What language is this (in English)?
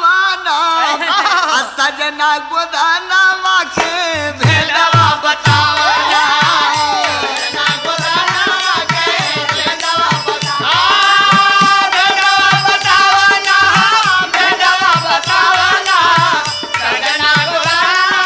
Bhojpuri